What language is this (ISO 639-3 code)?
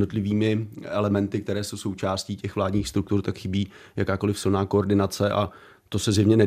ces